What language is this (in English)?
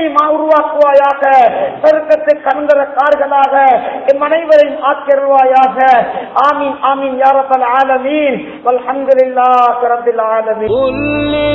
Tamil